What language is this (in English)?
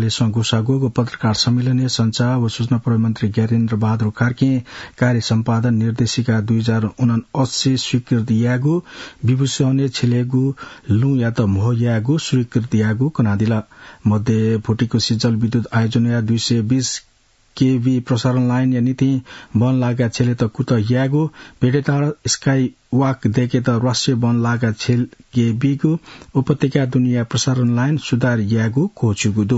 Newari